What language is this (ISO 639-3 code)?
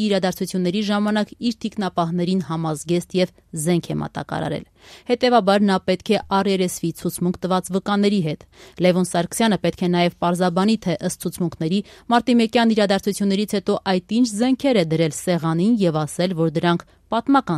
hye